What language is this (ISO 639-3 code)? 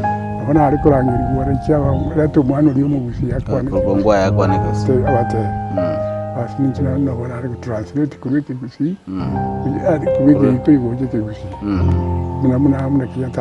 guz